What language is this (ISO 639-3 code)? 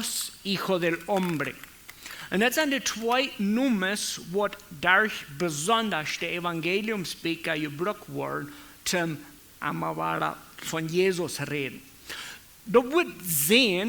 pdt